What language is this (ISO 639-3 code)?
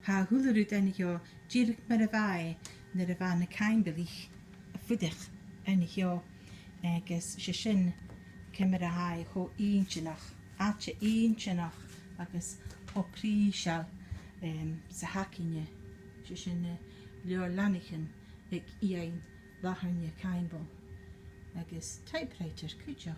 gla